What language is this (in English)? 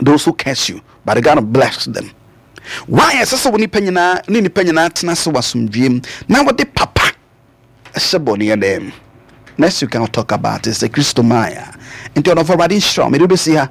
Akan